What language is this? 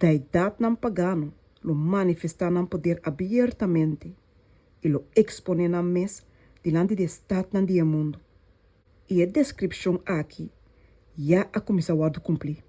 Papiamento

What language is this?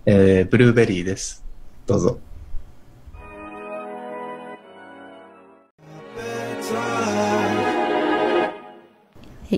Japanese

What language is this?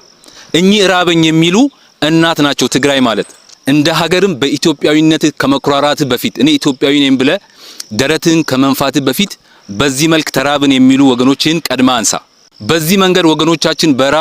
Amharic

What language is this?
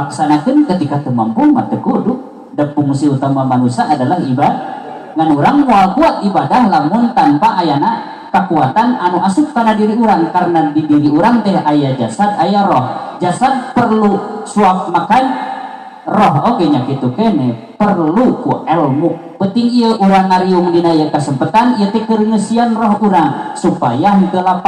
Sundanese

